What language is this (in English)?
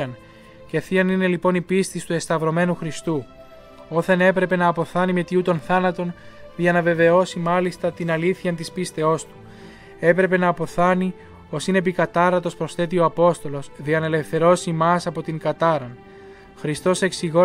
Greek